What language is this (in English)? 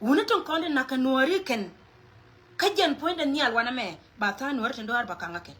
Nuer